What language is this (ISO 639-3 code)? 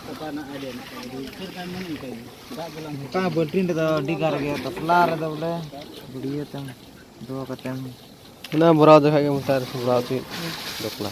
sat